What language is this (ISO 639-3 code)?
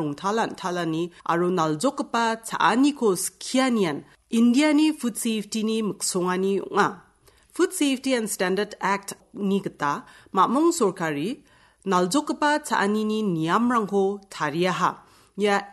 grt